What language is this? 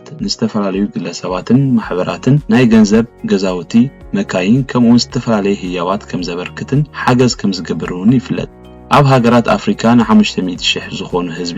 Tigrinya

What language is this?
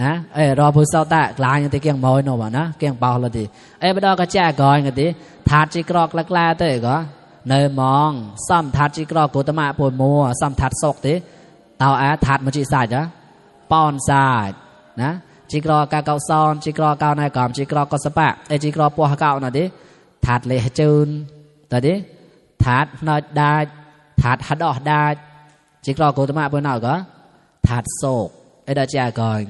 Mon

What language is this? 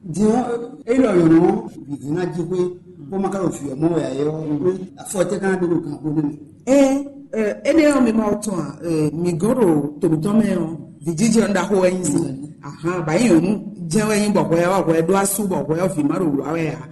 Fon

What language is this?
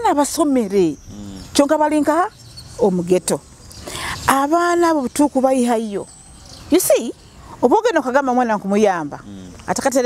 Nyoro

